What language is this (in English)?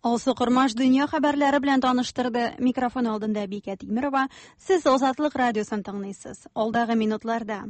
Tatar